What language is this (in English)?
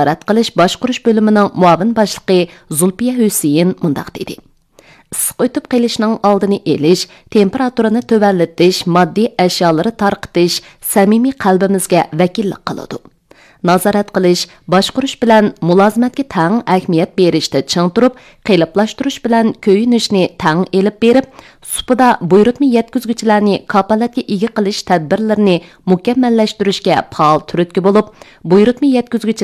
Uyghur